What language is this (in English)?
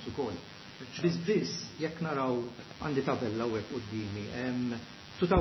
Maltese